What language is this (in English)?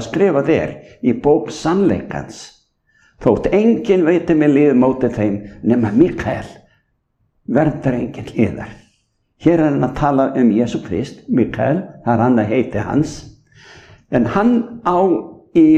Icelandic